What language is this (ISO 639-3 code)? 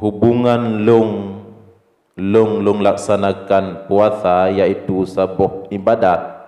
ace